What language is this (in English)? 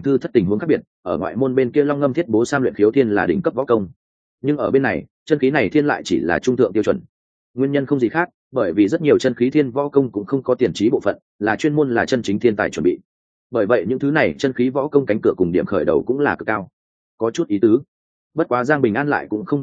Vietnamese